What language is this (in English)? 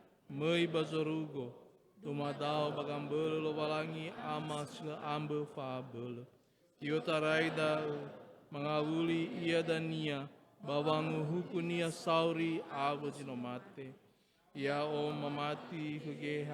Nias